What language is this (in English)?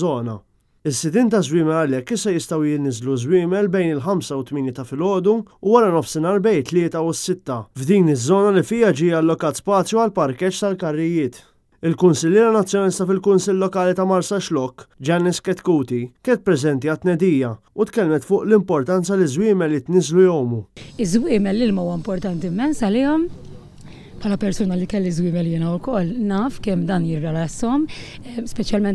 Maltese